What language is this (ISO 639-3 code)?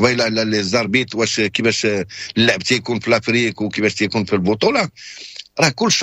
ary